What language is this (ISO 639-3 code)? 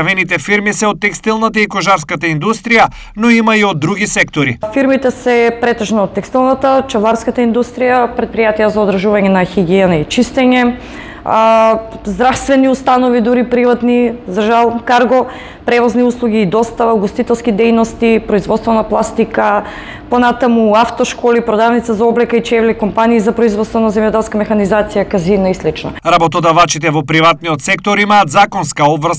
mkd